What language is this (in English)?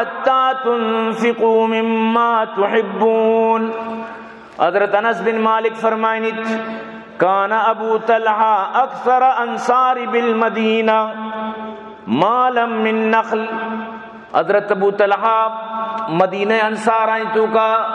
Baluchi